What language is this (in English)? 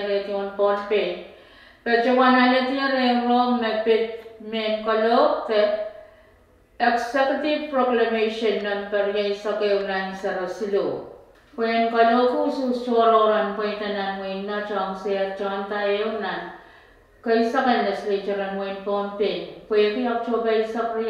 Pohnpeian